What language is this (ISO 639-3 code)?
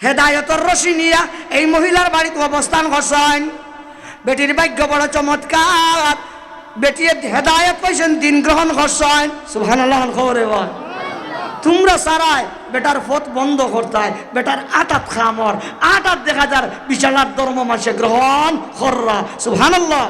syl